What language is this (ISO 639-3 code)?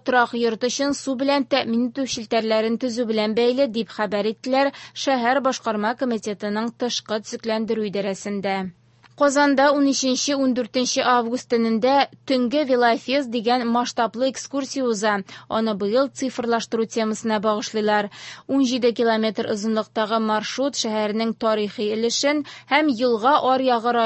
tat